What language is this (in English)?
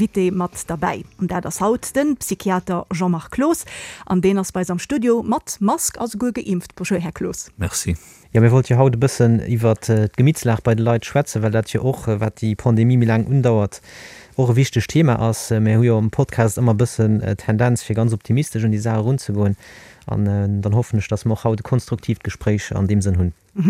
Luxembourgish